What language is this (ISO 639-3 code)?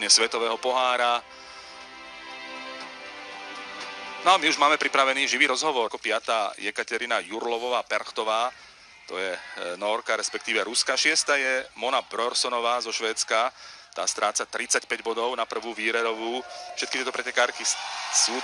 slk